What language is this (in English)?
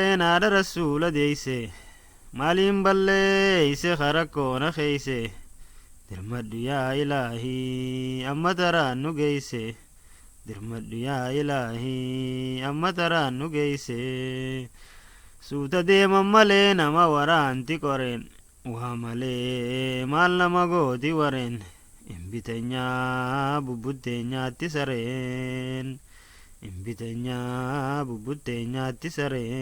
Oromo